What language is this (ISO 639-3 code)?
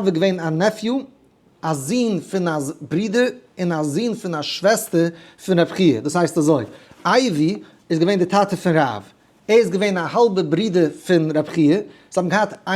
yid